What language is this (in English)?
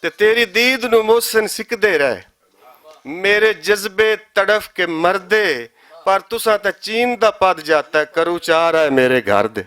Western Panjabi